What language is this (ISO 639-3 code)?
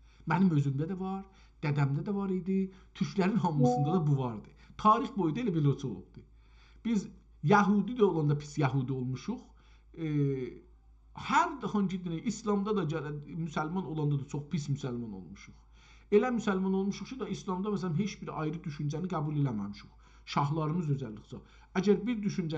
azb